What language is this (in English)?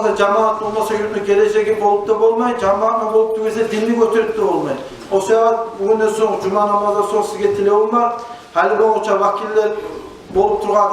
Kumyk